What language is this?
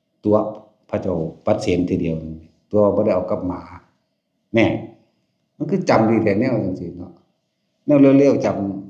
Northeastern Thai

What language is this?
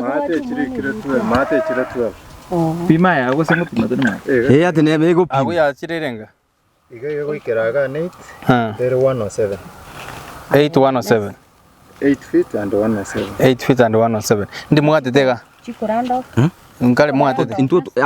Gusii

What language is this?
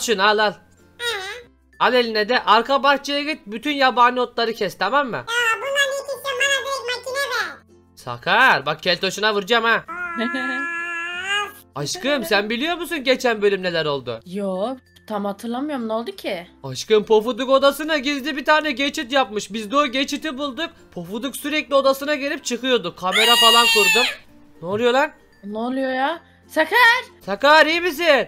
Turkish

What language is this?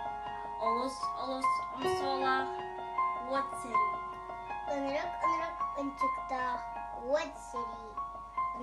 Yakut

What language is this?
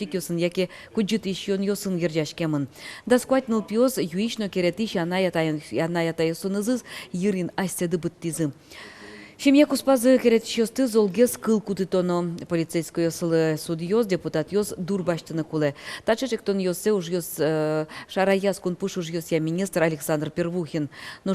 Udmurt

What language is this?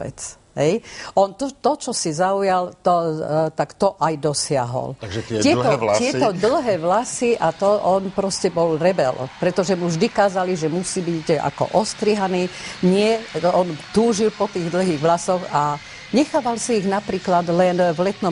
Slovak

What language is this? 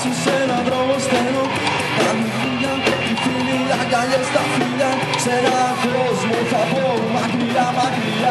Greek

